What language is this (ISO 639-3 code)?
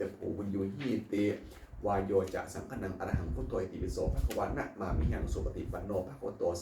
pli